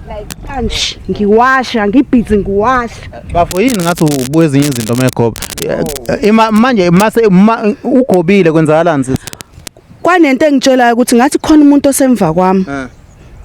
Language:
Zulu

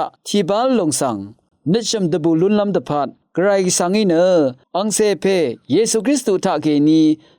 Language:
Rawang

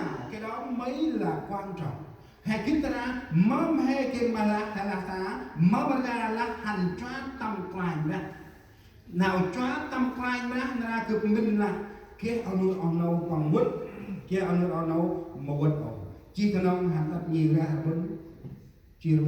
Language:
Central Mnong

